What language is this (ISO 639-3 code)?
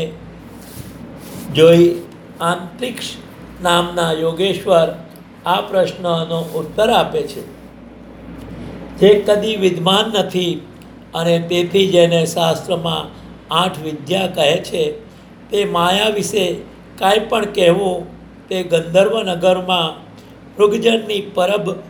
guj